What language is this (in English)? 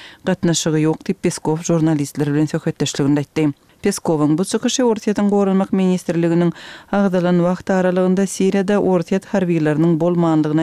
Kyrgyz